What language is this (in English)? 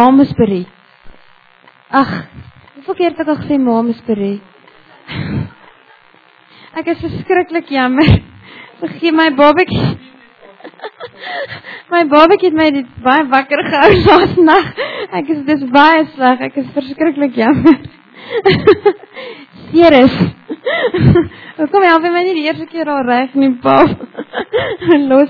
Afrikaans